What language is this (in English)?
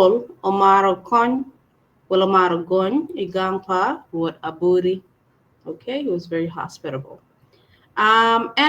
Acoli